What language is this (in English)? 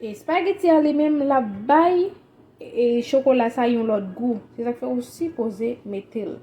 Haitian Creole